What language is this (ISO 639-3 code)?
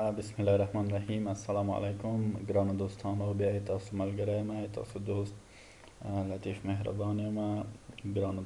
pus